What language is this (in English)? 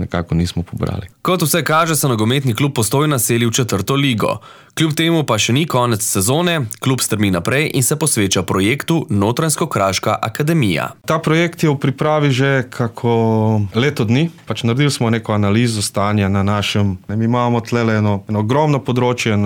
Slovenian